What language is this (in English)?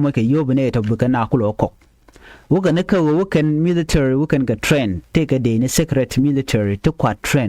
Nuer